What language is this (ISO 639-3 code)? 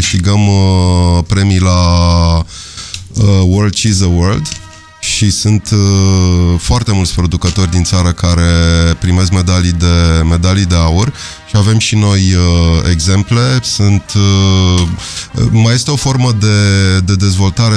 ron